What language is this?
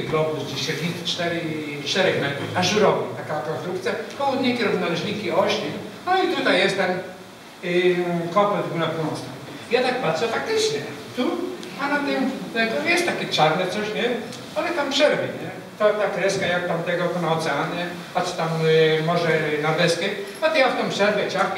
Polish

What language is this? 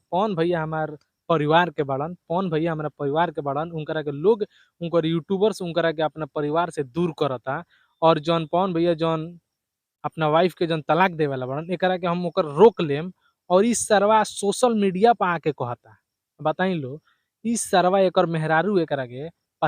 Bhojpuri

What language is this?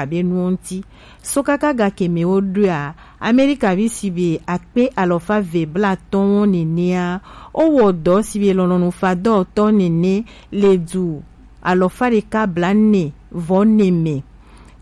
Gen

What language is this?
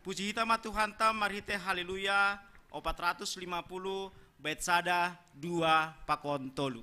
Batak Simalungun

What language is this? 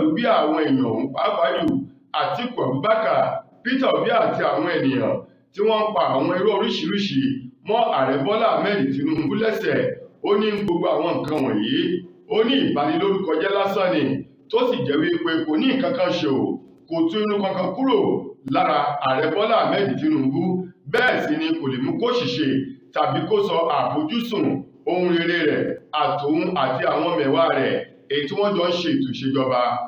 Yoruba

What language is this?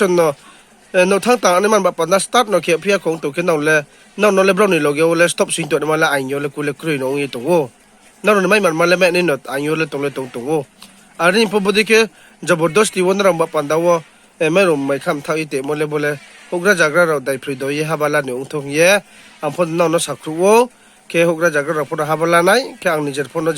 Riang (India)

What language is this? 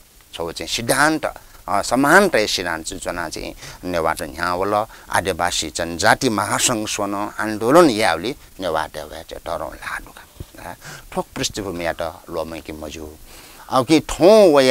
Newari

